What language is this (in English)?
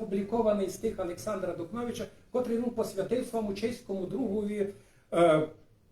Rusyn